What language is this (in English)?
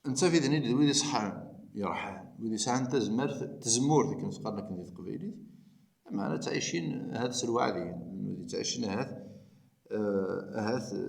Kabyle